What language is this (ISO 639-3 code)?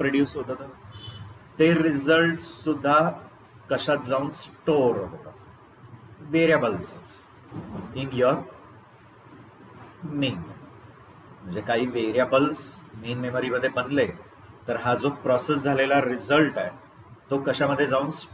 mar